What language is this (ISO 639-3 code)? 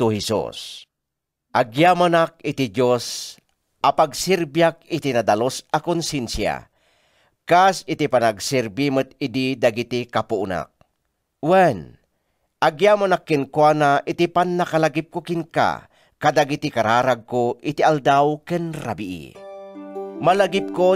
ilo